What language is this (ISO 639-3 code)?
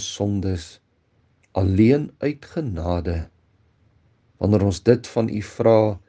afr